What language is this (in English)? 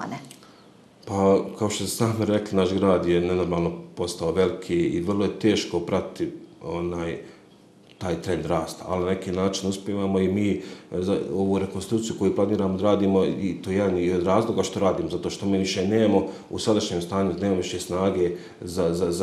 Bosnian